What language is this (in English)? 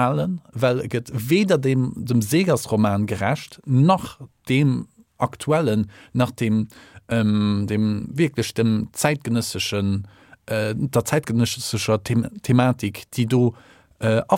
Luxembourgish